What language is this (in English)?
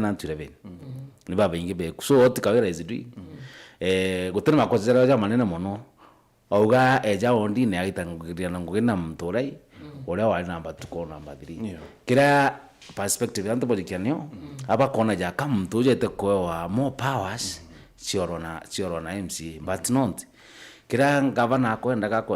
Meru